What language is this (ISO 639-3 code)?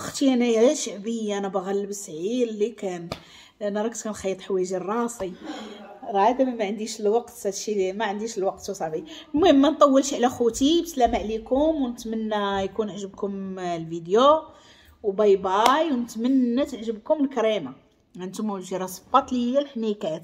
ary